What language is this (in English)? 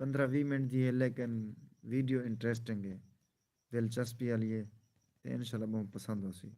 Saraiki